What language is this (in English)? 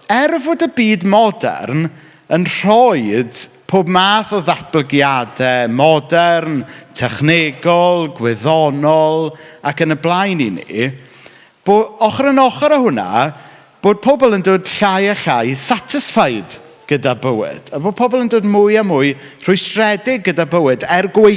Welsh